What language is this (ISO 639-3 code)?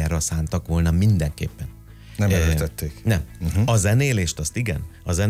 hun